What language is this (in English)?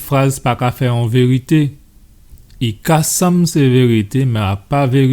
Guadeloupean Creole French